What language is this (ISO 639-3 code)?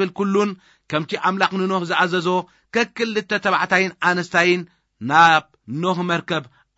tir